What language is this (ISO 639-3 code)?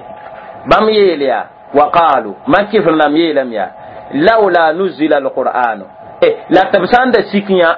mos